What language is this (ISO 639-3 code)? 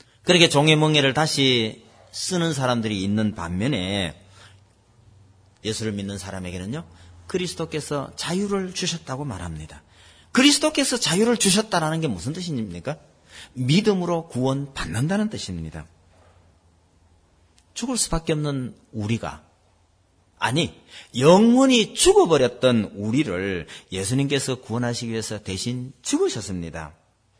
kor